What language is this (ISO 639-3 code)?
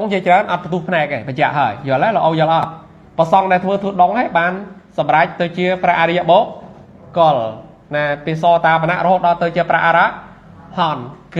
khm